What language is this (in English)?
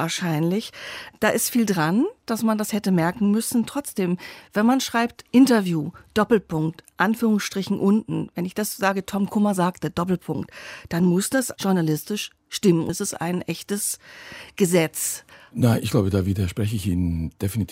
German